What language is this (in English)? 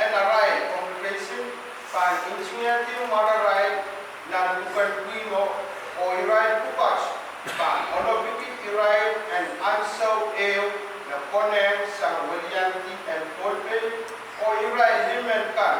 Pohnpeian